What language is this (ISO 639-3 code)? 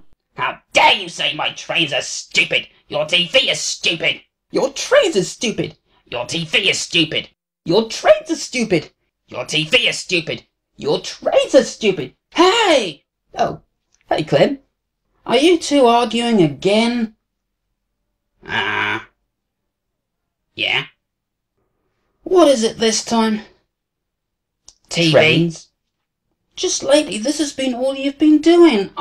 eng